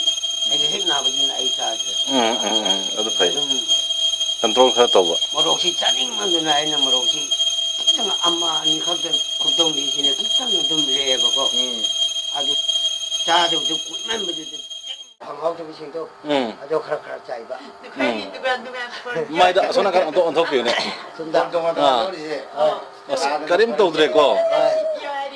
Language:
Manipuri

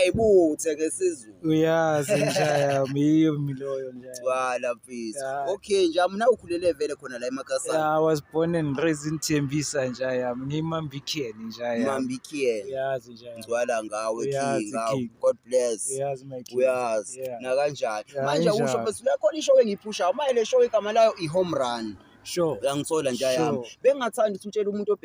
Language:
Zulu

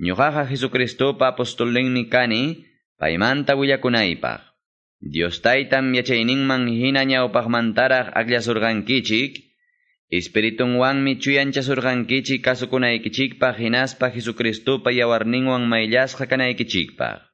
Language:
Quechua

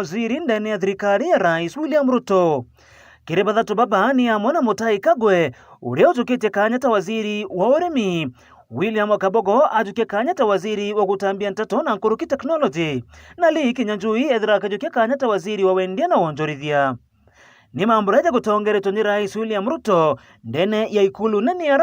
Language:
Meru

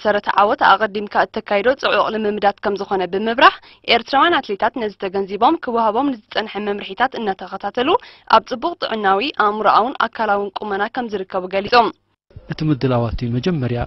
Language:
Tigrinya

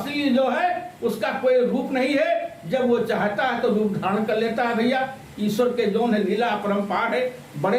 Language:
Awadhi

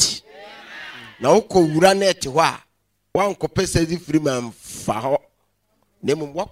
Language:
Akan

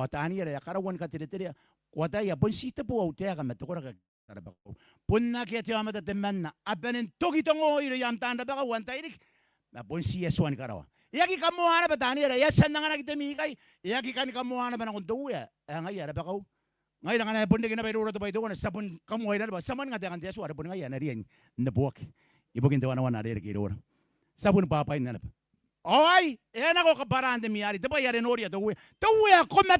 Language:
Gilbertese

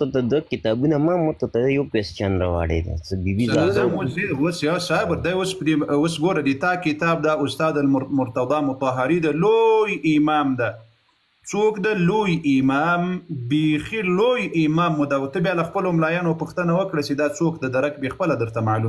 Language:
Pashto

